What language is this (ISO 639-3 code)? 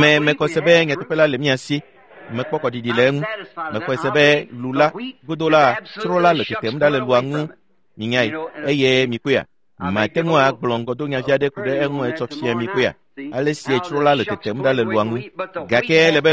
ewe